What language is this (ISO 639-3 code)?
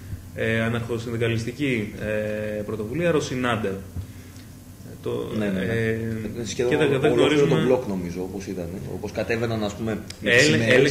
ell